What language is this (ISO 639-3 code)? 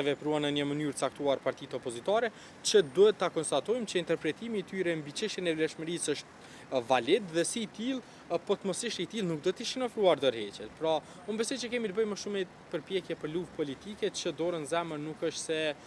sqi